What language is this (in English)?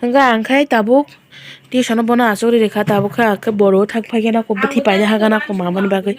Kok Borok